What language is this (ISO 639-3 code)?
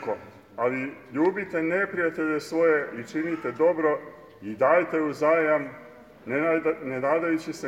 srp